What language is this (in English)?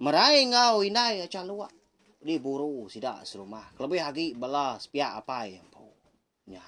Iban